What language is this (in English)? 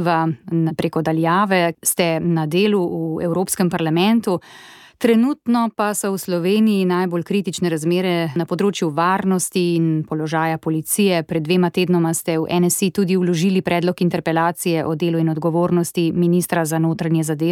Slovenian